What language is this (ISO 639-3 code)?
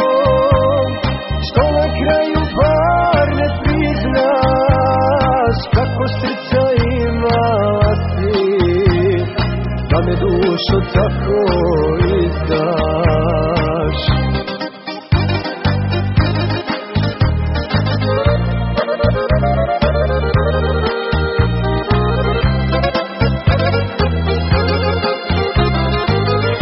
srp